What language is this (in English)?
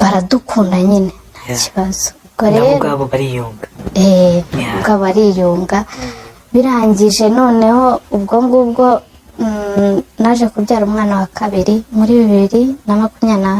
Kinyarwanda